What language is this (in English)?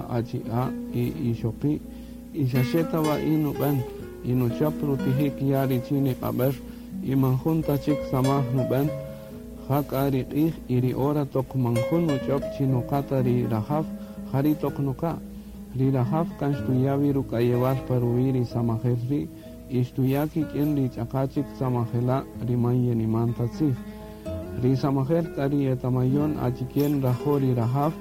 Kaqchikel